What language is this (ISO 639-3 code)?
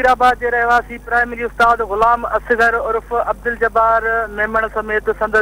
snd